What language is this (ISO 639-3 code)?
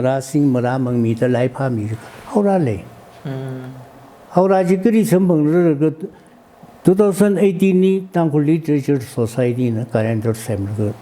nmf